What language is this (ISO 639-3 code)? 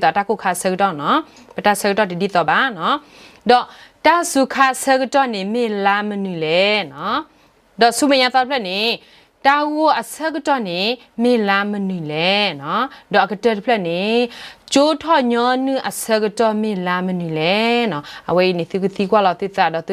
ksw